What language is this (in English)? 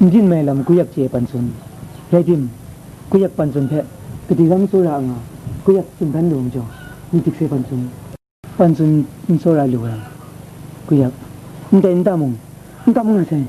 Kachin